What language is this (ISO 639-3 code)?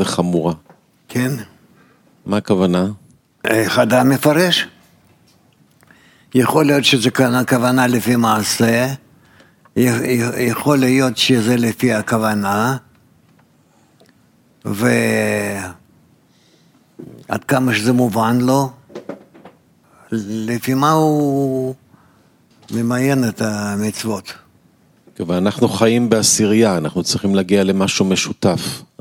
heb